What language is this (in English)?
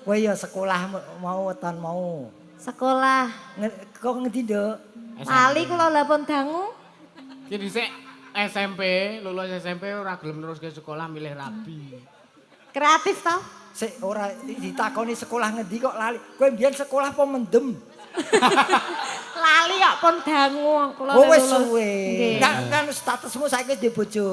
Javanese